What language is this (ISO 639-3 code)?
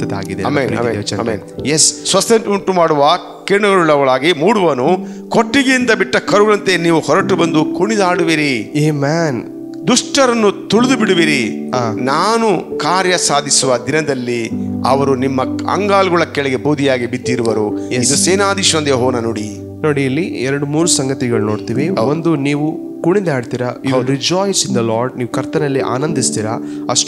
kan